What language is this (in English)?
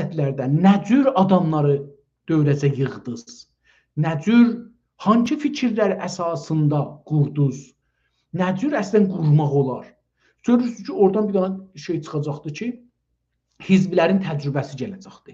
South Azerbaijani